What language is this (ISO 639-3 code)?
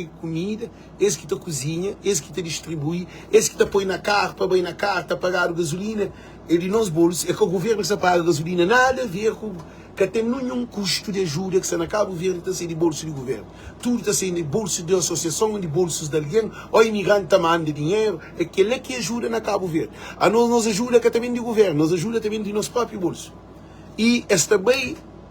kea